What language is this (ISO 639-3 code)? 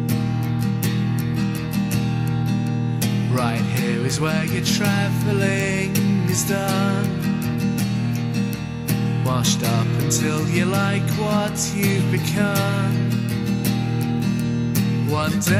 eng